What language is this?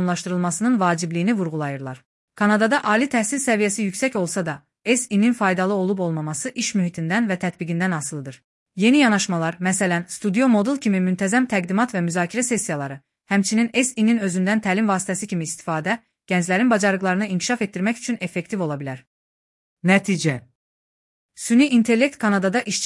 Azerbaijani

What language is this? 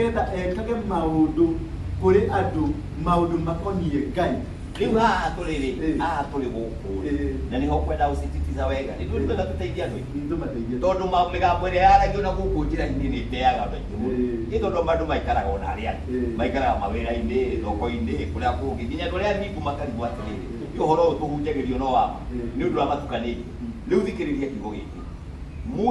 Kikuyu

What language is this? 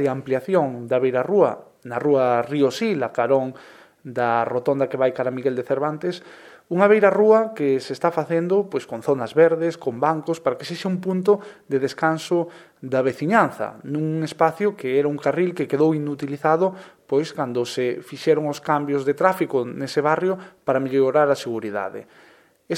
Galician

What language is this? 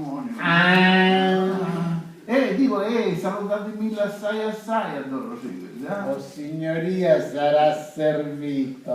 Sicilian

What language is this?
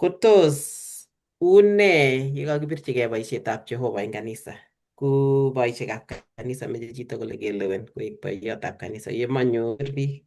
Kalenjin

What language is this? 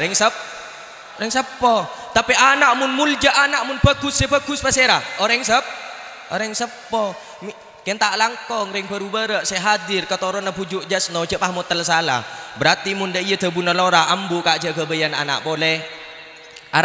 Madurese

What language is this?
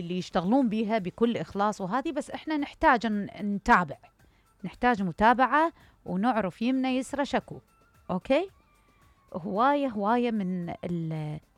Mesopotamian Arabic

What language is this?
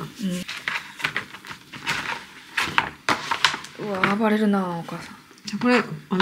Japanese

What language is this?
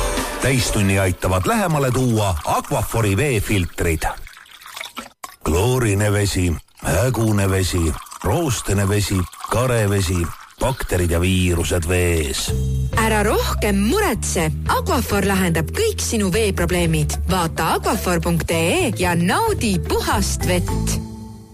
Estonian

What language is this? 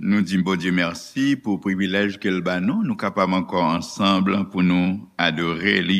Haitian Creole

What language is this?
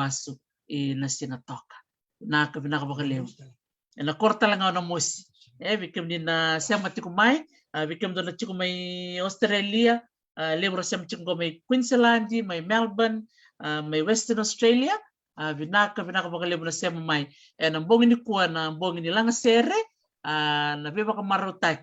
Fijian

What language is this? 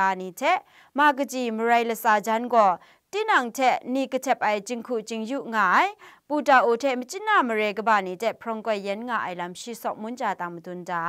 Kachin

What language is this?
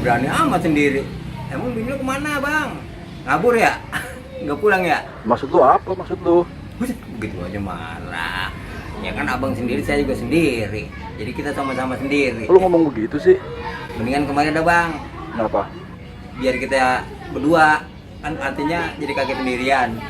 Betawi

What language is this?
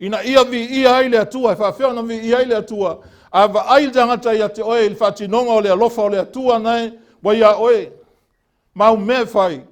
Samoan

